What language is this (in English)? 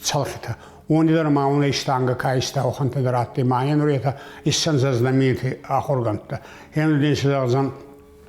Ossetic